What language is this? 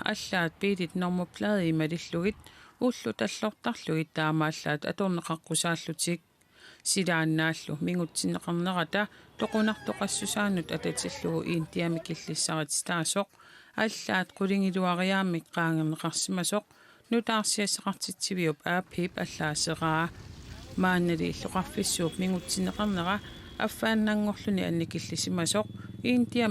Kalaallisut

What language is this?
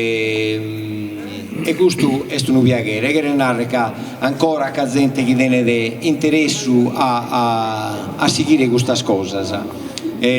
Sardinian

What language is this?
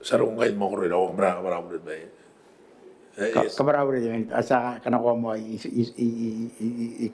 Gilbertese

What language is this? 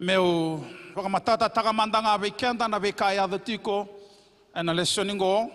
Fijian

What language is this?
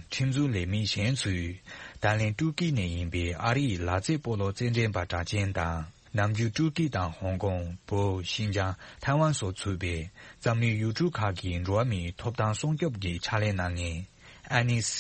Tibetan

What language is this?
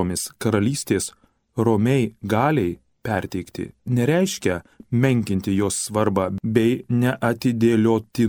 Lithuanian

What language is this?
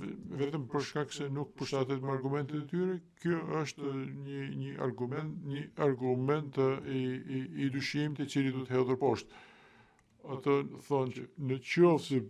Albanian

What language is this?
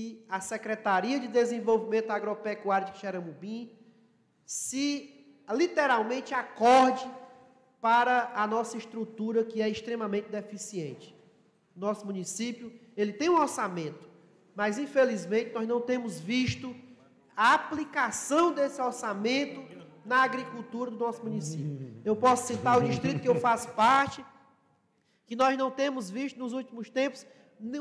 Portuguese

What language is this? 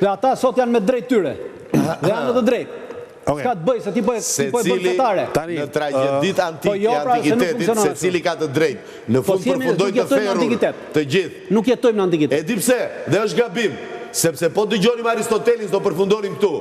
Albanian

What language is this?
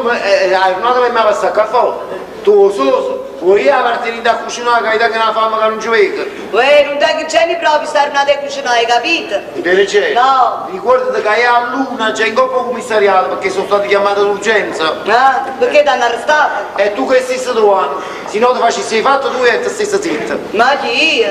Neapolitan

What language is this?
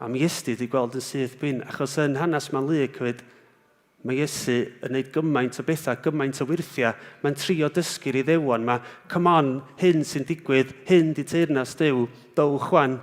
Welsh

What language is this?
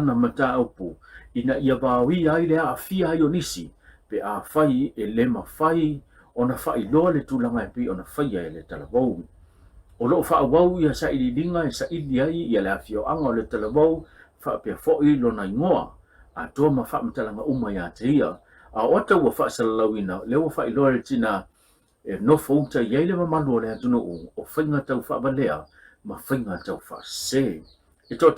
Samoan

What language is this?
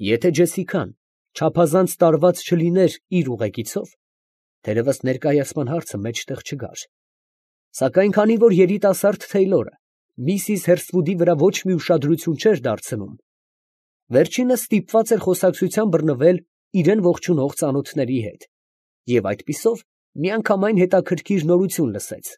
Armenian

